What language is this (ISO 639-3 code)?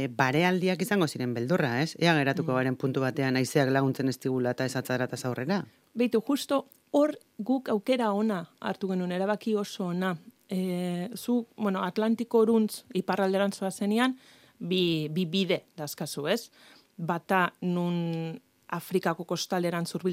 eus